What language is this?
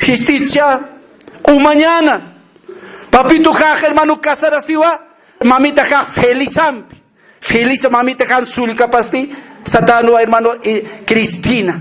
Aymara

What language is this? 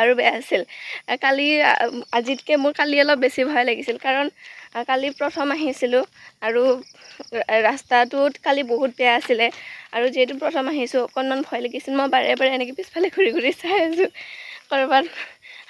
Assamese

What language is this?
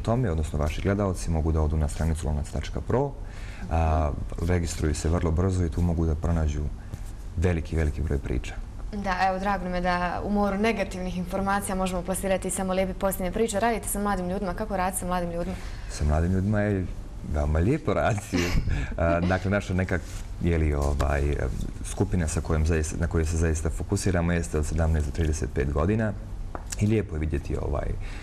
Bosnian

